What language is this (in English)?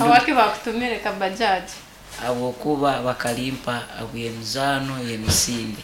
Nyankole